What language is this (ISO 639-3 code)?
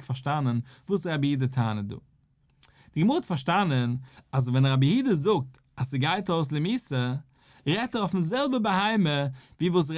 yid